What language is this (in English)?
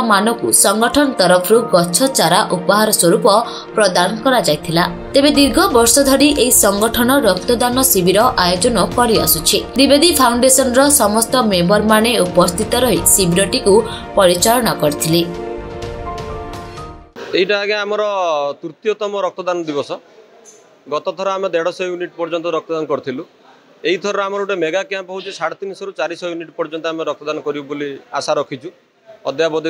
Odia